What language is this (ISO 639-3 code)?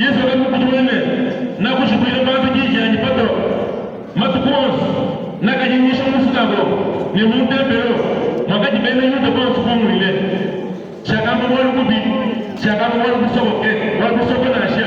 lua